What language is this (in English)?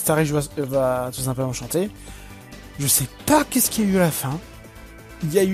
French